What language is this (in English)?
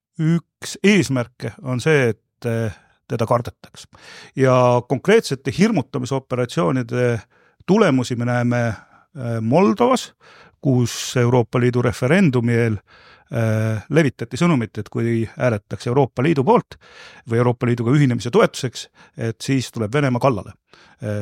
Estonian